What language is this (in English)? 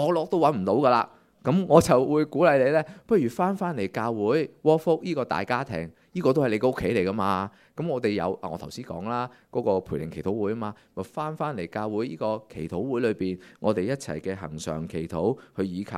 Cantonese